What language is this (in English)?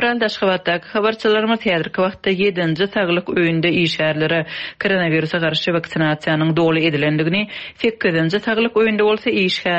Turkmen